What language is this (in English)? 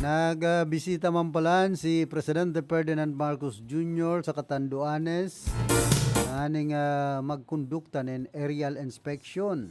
Bikol